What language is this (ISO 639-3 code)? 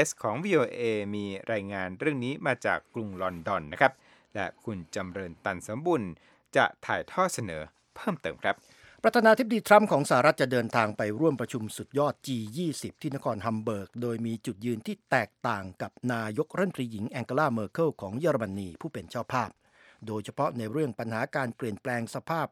tha